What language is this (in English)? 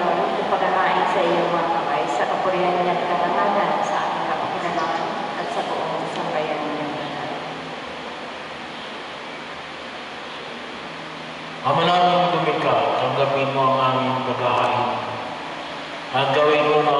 Filipino